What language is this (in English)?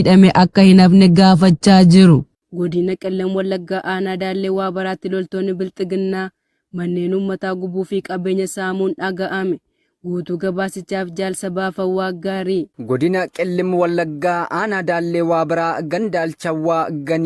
Oromo